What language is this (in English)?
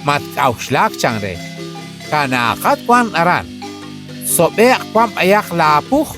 Kekchí